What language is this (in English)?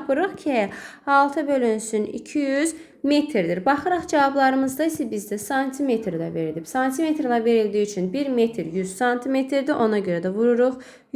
Azerbaijani